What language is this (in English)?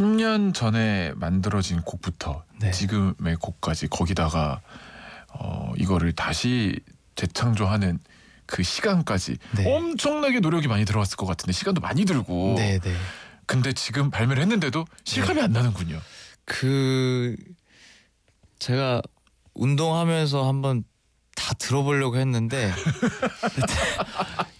Korean